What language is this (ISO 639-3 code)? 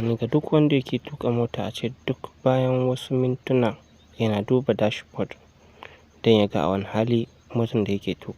hau